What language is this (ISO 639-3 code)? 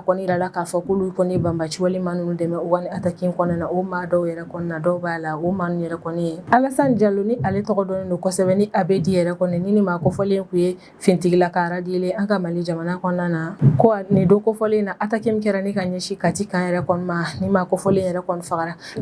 bam